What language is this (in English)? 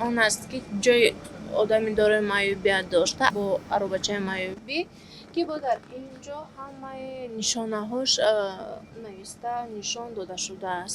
Tajik